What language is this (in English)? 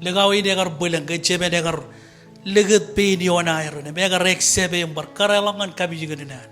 Marshallese